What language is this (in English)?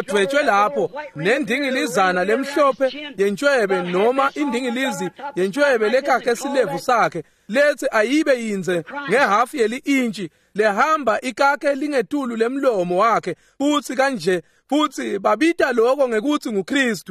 Swati